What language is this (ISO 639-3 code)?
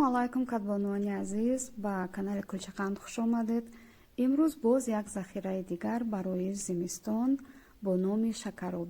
tgk